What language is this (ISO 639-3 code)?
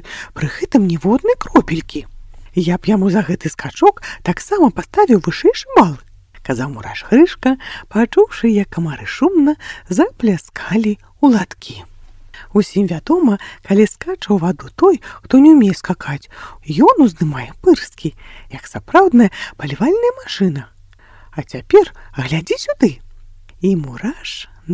bel